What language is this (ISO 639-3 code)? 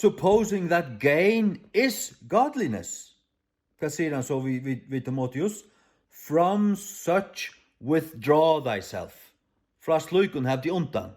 fao